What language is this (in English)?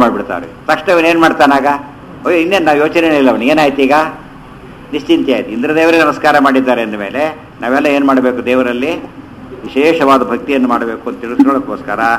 Kannada